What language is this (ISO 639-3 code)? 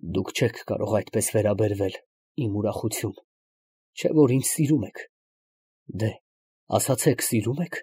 hye